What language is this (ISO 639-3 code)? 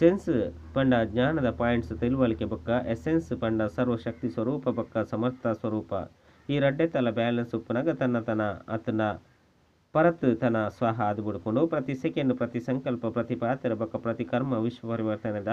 tcy